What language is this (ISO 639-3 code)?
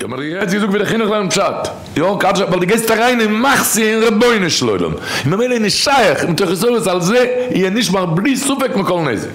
yid